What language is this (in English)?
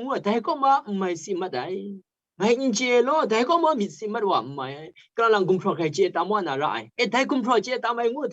Kachin